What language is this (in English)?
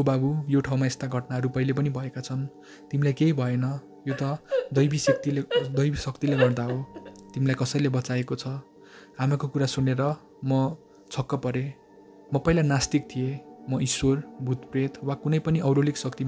Nepali